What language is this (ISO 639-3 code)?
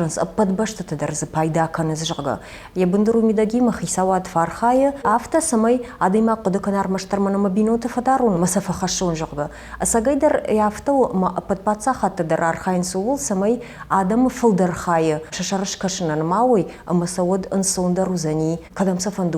oss